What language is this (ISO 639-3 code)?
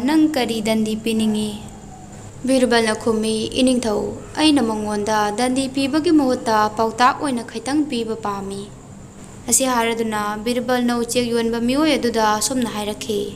mni